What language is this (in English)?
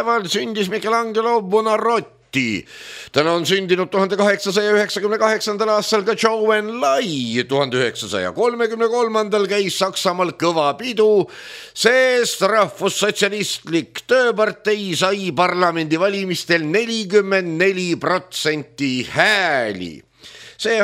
Estonian